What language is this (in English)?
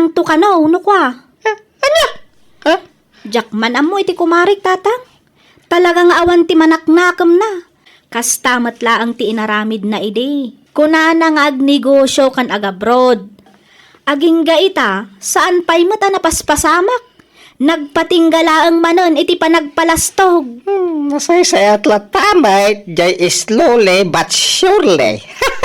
Iloko